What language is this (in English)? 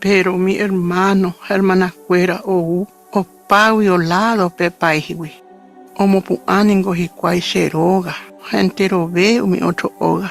Guarani